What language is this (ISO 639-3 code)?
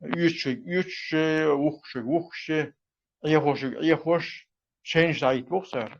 che